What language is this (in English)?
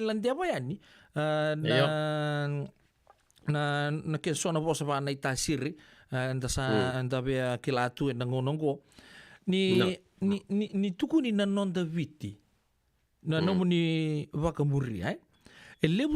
Fijian